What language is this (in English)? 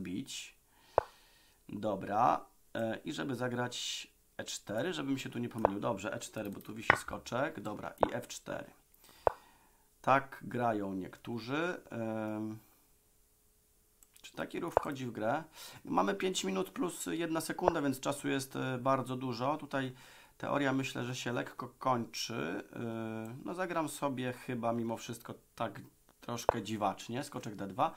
Polish